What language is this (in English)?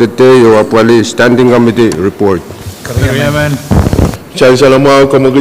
Pohnpeian